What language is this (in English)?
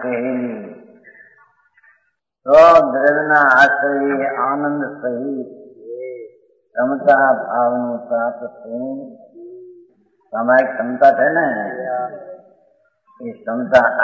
Gujarati